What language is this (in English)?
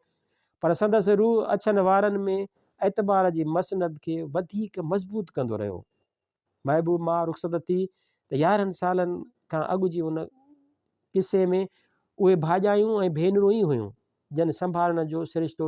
Sindhi